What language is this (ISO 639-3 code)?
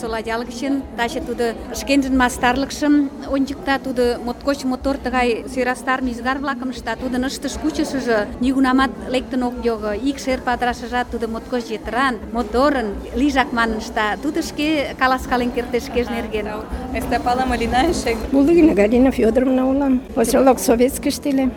chm